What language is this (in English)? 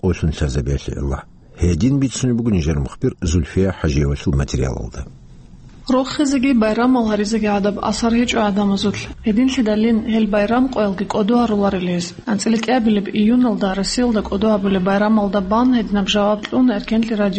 Avaric